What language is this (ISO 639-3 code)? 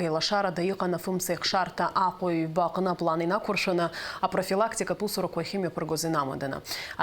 abk